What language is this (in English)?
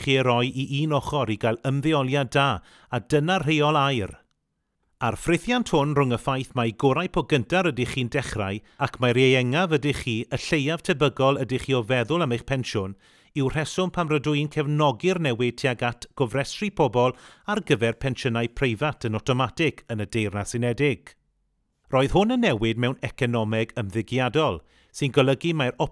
Welsh